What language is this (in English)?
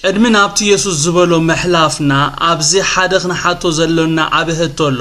Tigrinya